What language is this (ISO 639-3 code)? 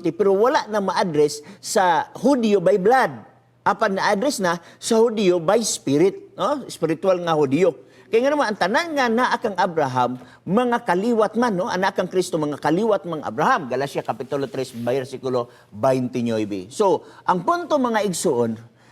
ceb